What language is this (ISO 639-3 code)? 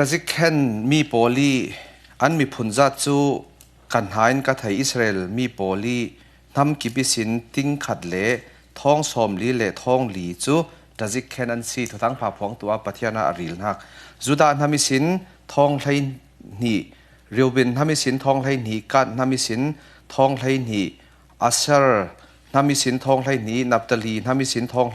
cfm